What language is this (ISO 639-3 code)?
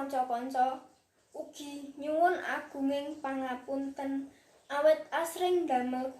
jav